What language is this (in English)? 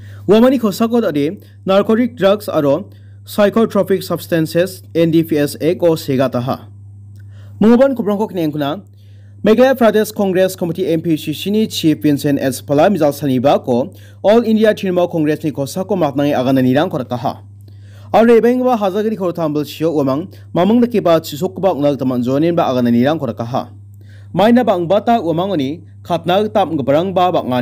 Garo